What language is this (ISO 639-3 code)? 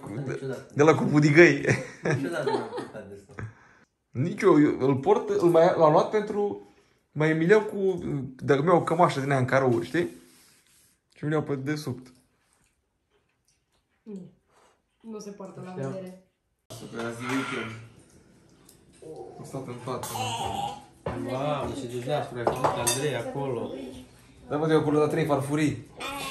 ron